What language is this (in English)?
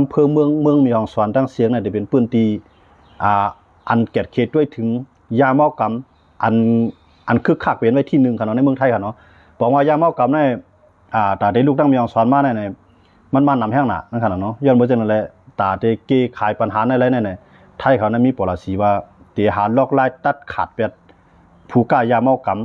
Shan